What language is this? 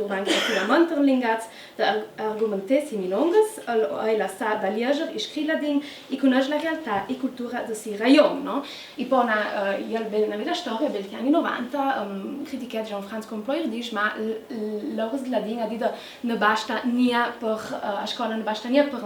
Ladin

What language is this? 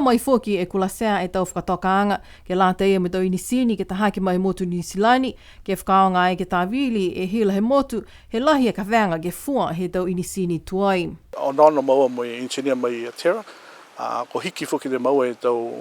Niuean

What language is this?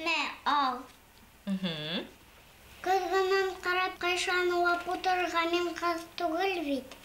Bashkir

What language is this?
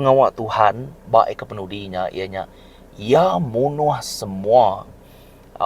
Iban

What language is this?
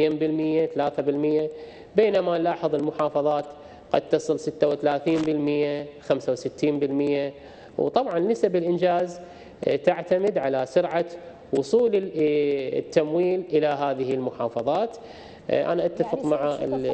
Arabic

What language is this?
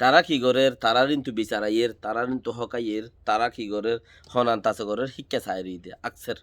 Rohingya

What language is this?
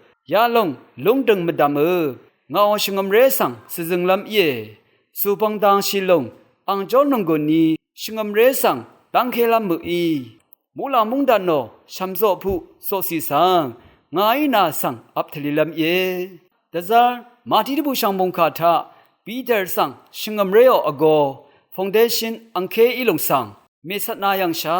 Rawang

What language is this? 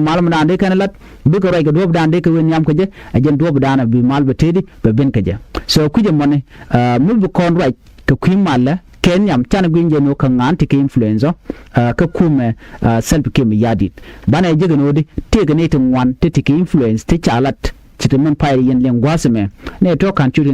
Nuer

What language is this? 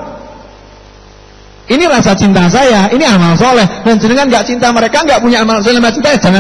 Indonesian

